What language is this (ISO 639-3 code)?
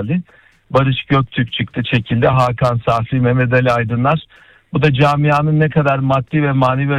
tur